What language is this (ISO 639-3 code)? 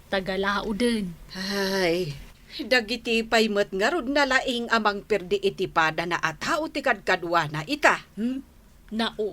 ilo